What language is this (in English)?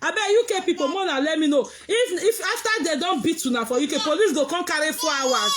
Nigerian Pidgin